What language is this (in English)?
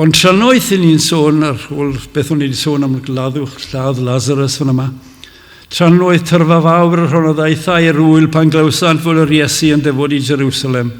Welsh